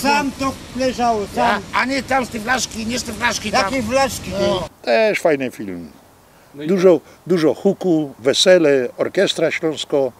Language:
Silesian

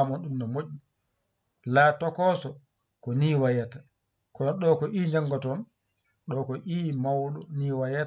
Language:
Fula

